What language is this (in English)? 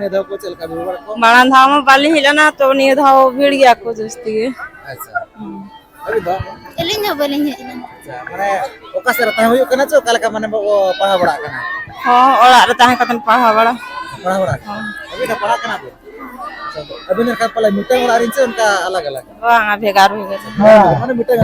Santali